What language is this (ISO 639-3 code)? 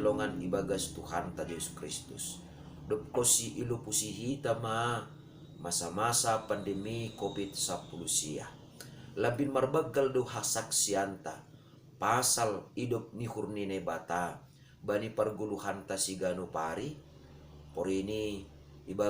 bts